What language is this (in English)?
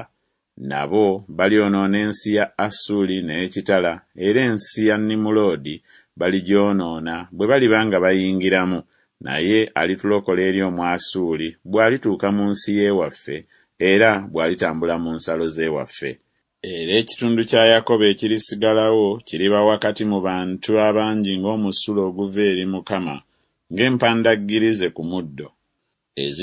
Ganda